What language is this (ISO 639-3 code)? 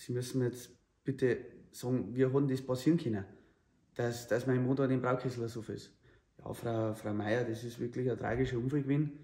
bar